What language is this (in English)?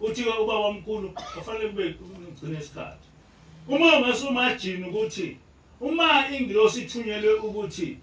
Zulu